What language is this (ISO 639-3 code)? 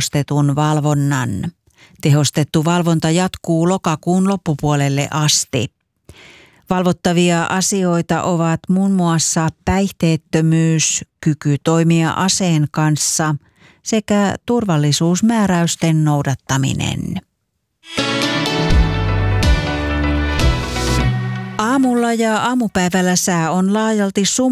fin